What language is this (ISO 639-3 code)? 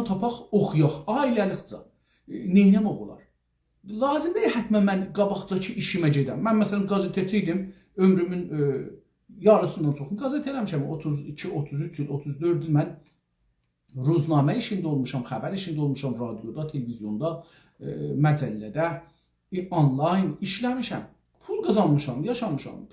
azb